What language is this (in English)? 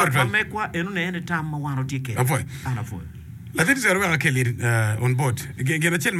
Acoli